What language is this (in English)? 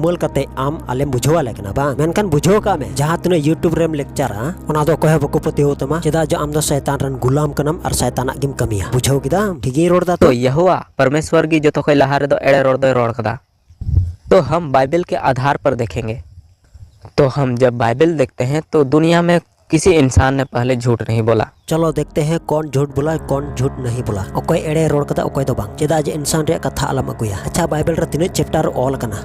Santali